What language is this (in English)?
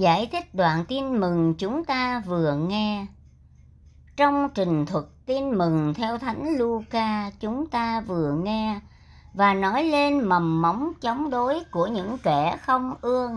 Vietnamese